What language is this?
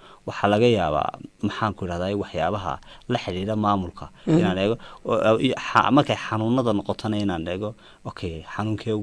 Somali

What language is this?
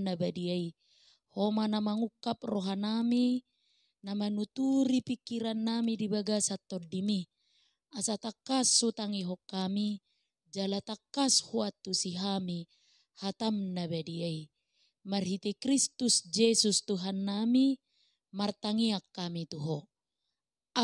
Batak Toba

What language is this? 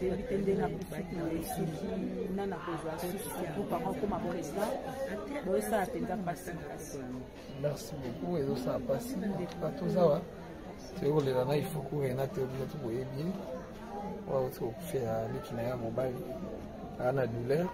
Lingala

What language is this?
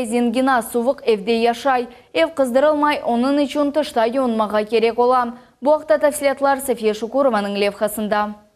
Crimean Tatar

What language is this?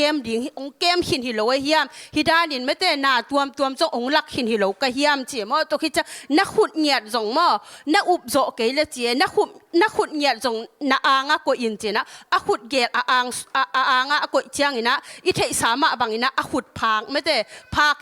Tedim Chin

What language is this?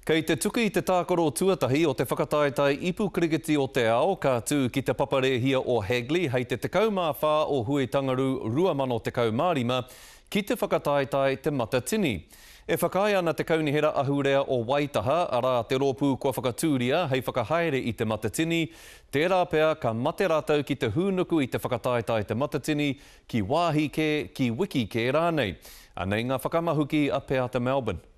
Māori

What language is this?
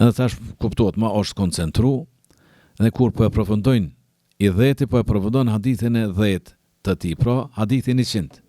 Albanian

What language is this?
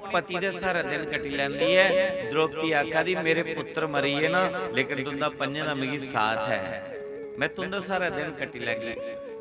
Dogri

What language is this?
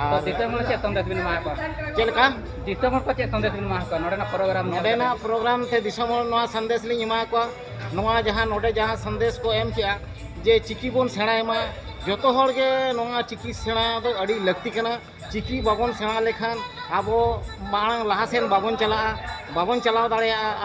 Santali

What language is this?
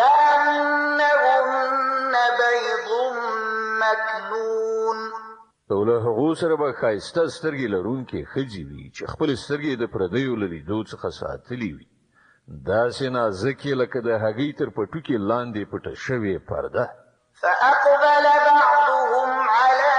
Pashto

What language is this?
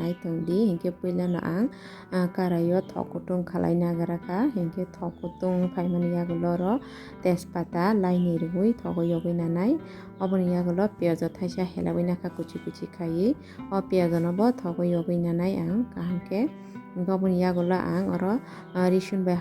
Kok Borok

